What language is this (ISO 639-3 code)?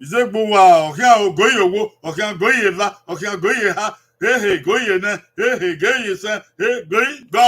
bin